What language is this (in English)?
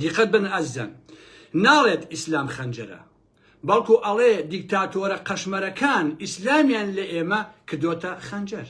Central Kurdish